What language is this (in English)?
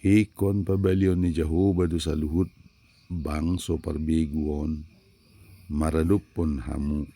Batak Toba